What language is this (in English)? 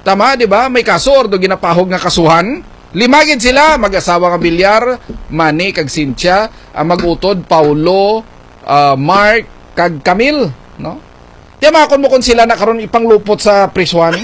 Hiligaynon